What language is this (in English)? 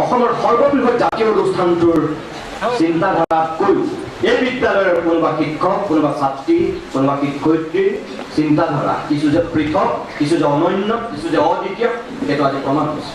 Assamese